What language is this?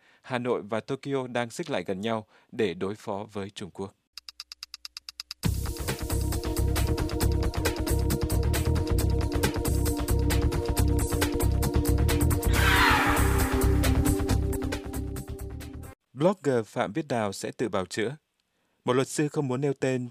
Vietnamese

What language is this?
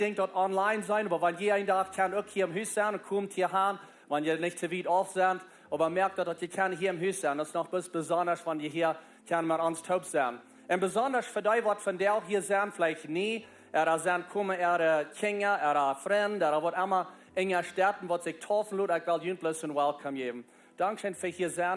Plautdietsch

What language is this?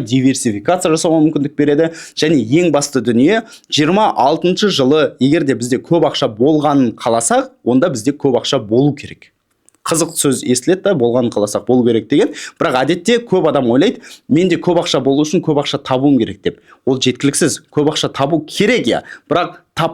Kazakh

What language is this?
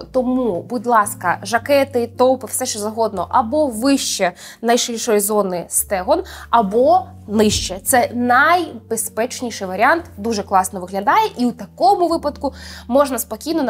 Ukrainian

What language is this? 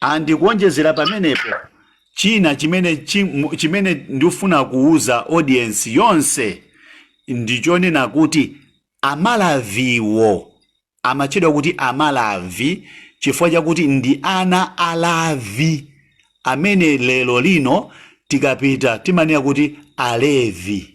Nyanja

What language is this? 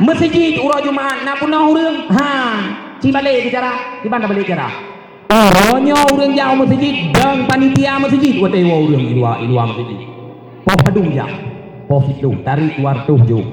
Achinese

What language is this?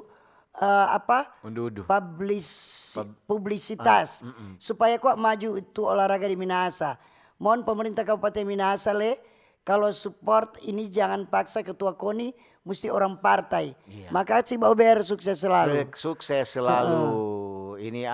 Manado Malay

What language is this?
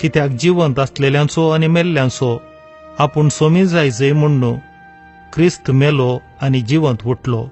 Konkani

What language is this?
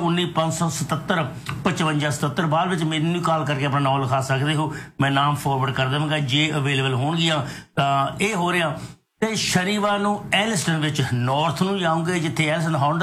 Punjabi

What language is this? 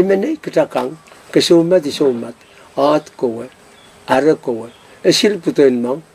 Pohnpeian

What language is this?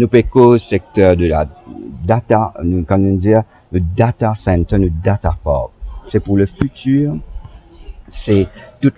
Morisyen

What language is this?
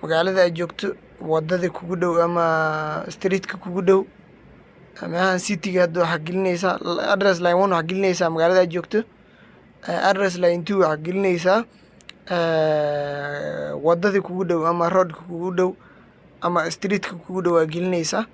Somali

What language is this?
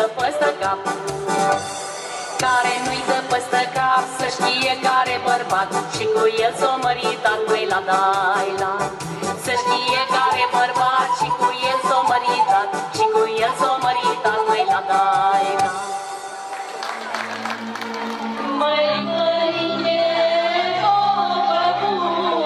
Romanian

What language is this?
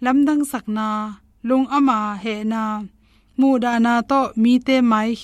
Tedim Chin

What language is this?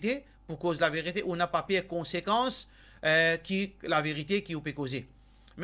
Morisyen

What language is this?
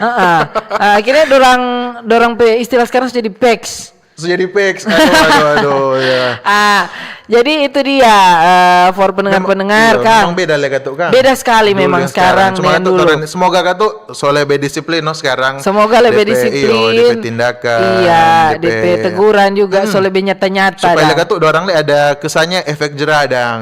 Manado Malay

